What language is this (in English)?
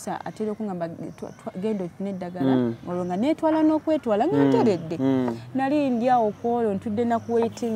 Ganda